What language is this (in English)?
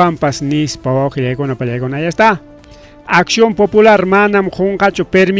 Ayacucho Quechua